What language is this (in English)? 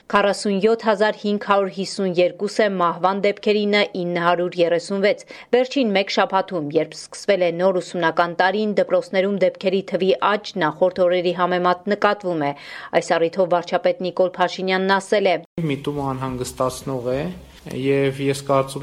Armenian